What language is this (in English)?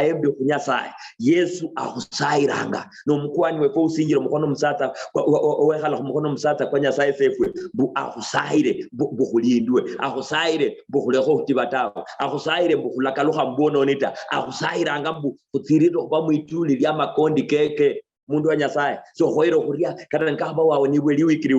Luyia